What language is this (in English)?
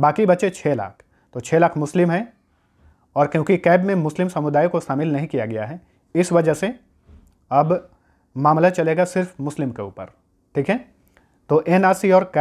Hindi